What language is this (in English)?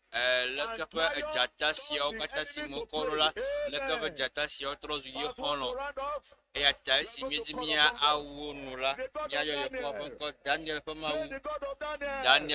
Ewe